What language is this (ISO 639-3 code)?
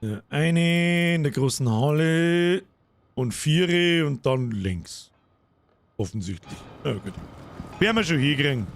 bar